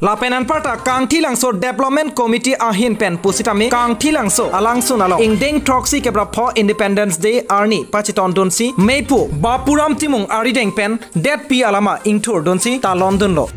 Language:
Karbi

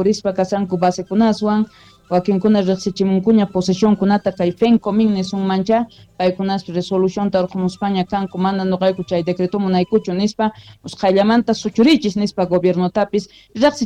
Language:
South Bolivian Quechua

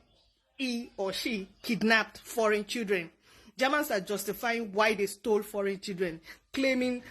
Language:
Nigerian Pidgin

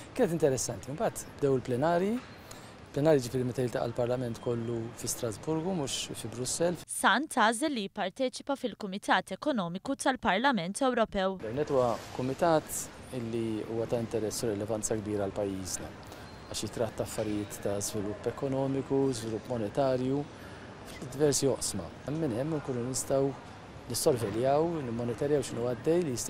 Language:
Maltese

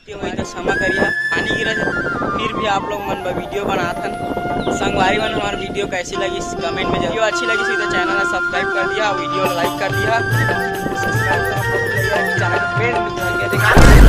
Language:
Chhattisgarhi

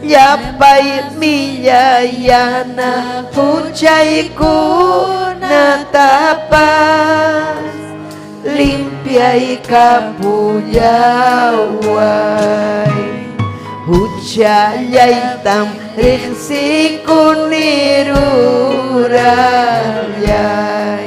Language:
Ayacucho Quechua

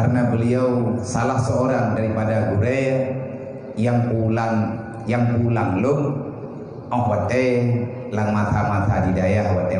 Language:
Achinese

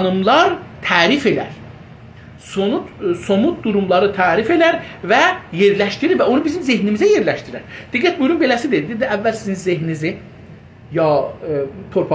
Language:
South Azerbaijani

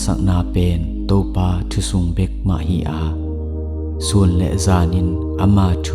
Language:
Tedim Chin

